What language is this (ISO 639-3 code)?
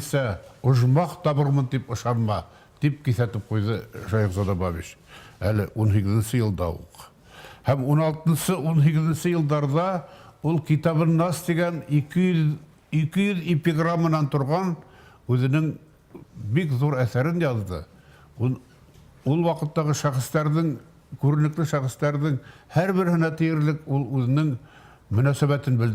bak